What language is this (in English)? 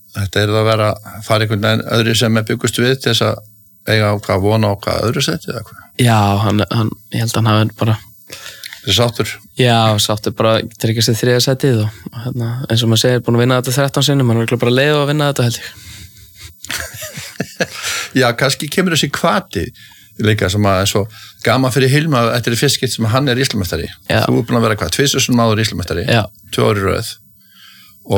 Icelandic